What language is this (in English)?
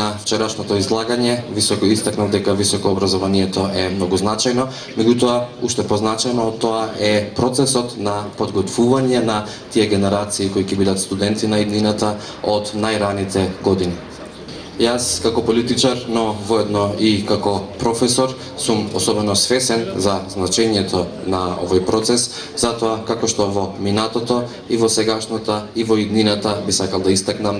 Macedonian